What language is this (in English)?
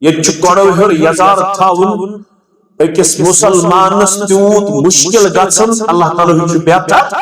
Kashmiri